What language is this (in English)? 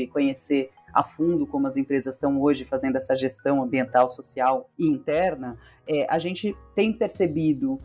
Portuguese